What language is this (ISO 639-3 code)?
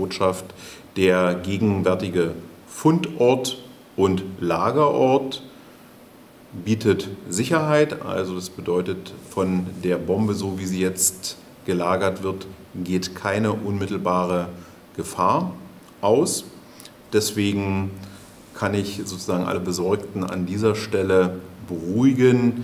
deu